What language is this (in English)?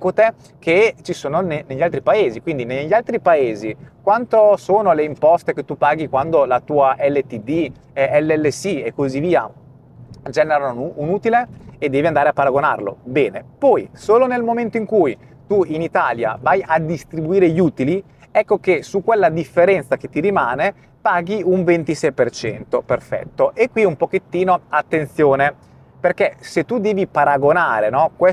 Italian